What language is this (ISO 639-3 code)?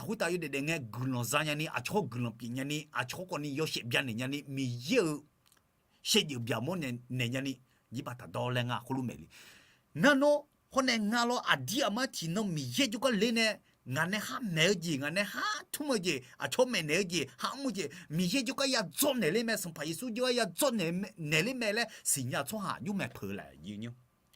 ahk